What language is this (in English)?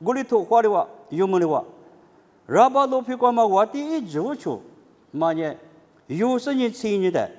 Lisu